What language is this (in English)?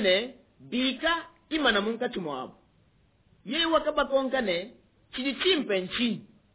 Luba-Lulua